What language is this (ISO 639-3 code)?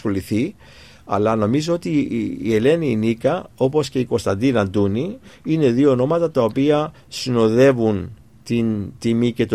ell